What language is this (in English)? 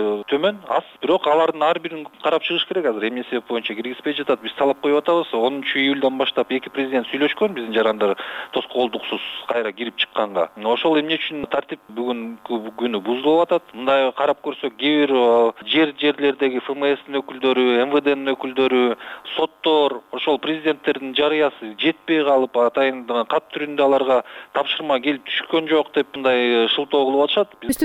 Kyrgyz